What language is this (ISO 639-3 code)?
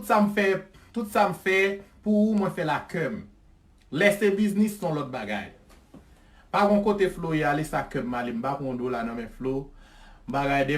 hat